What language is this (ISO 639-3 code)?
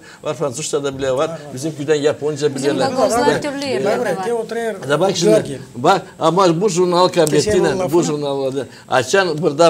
gag